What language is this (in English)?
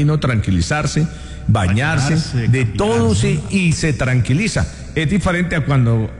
Spanish